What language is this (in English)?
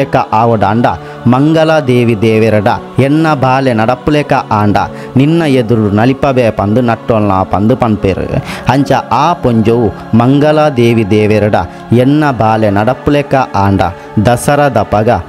Tulu